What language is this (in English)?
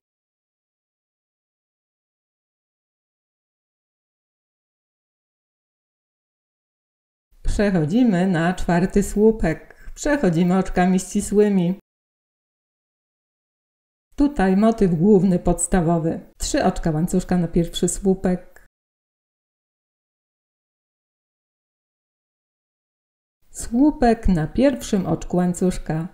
Polish